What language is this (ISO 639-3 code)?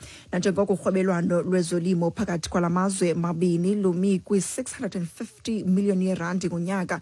xho